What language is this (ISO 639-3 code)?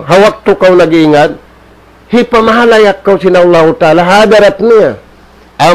tsg